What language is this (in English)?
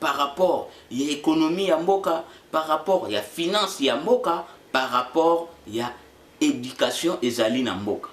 Lingala